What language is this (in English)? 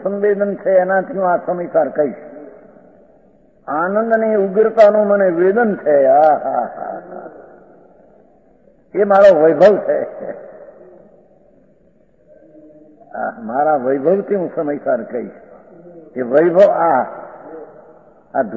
Gujarati